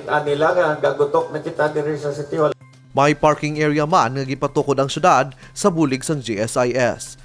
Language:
Hiligaynon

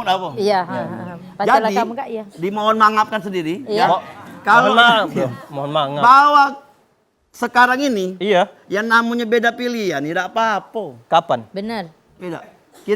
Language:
Musi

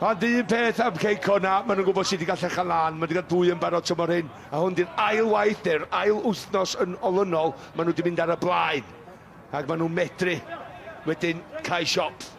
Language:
Welsh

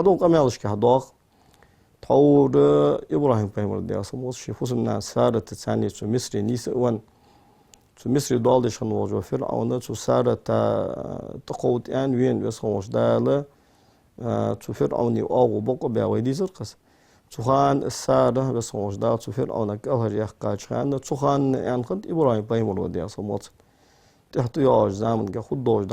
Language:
Ingush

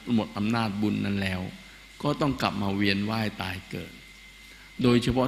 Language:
Thai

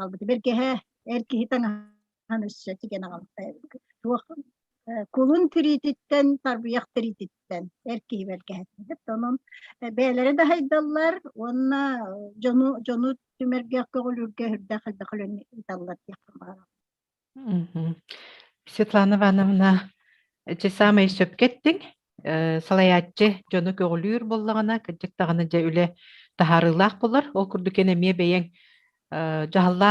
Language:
Yakut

